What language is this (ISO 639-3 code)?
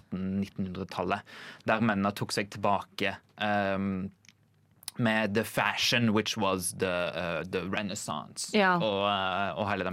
nor